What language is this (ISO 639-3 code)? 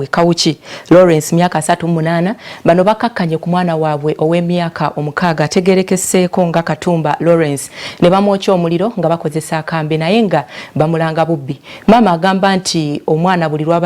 lug